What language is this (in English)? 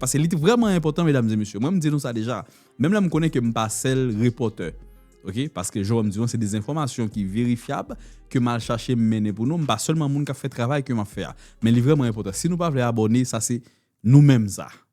Haitian Creole